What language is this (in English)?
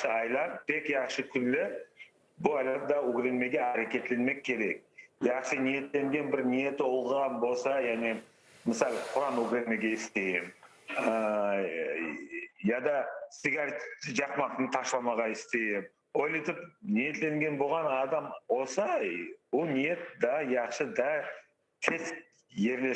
Crimean Tatar